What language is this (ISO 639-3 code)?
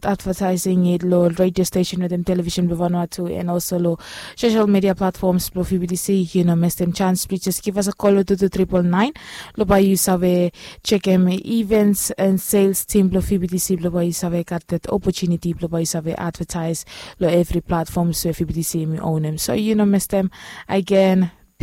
bis